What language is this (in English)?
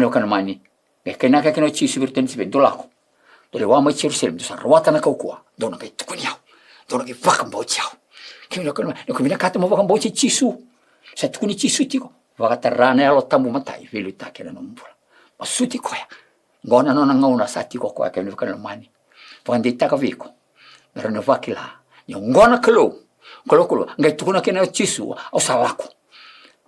Fijian